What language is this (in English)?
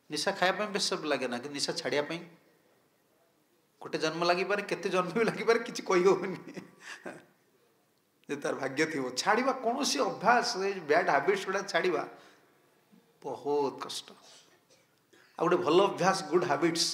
Odia